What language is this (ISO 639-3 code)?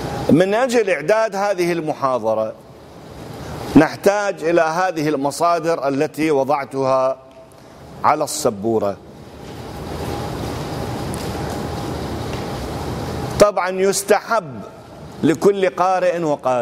ara